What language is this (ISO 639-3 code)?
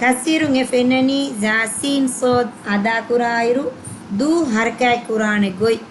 div